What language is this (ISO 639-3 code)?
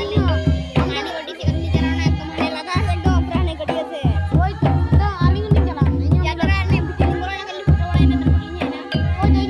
sat